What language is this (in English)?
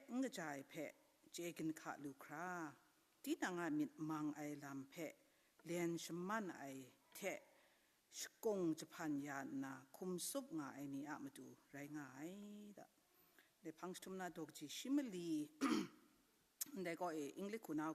Kachin